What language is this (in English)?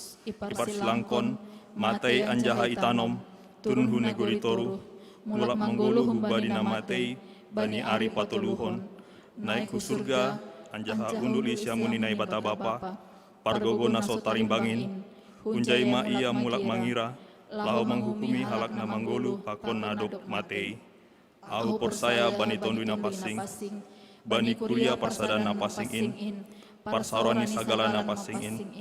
Batak Simalungun